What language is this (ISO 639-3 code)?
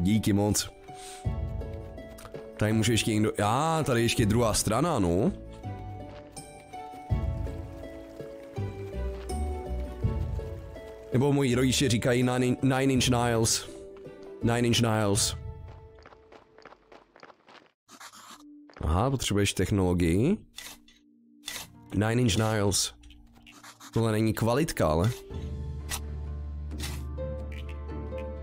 ces